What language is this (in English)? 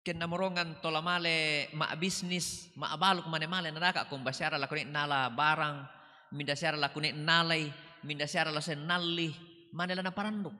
Toraja-Sa'dan